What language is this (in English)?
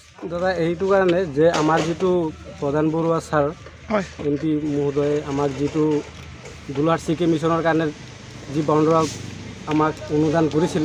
Assamese